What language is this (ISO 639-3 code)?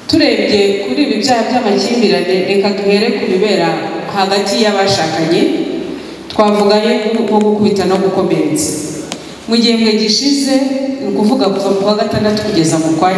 kin